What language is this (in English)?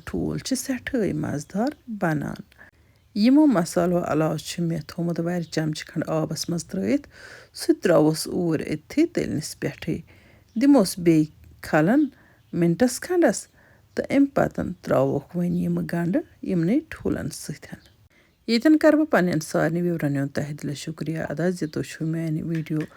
Kashmiri